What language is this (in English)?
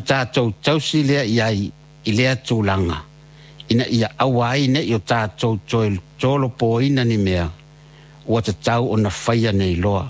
Samoan